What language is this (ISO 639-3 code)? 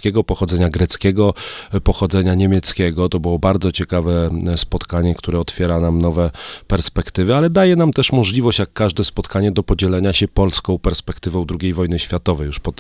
pol